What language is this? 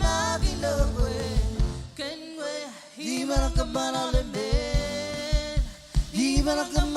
Marshallese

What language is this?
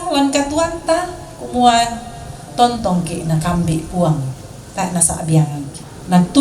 Toraja-Sa'dan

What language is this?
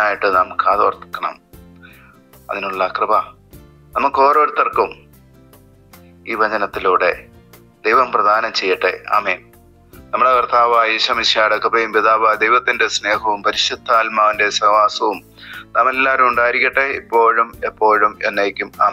Malayalam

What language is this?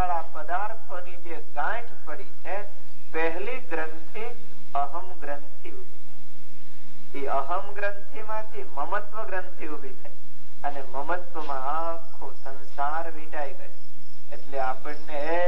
Gujarati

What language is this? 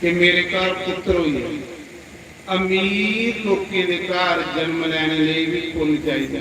Dogri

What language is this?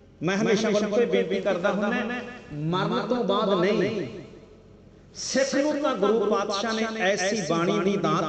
Punjabi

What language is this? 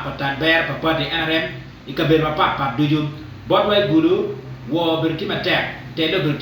Acoli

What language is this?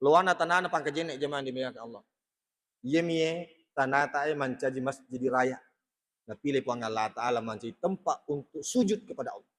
Buginese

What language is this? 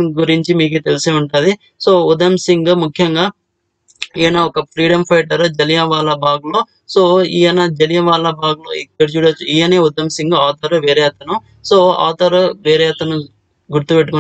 Telugu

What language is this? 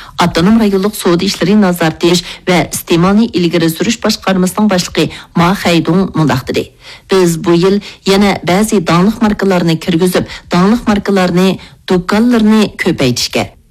Uyghur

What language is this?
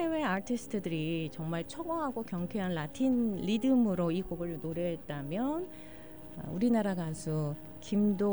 Korean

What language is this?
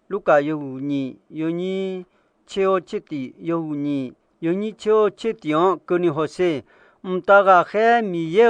Akha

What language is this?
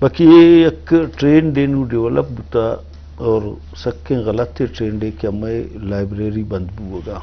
Eastern Balochi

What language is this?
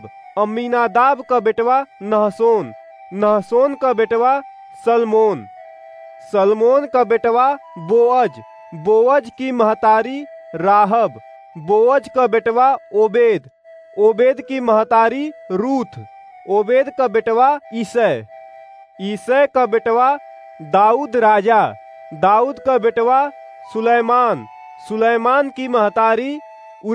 Awadhi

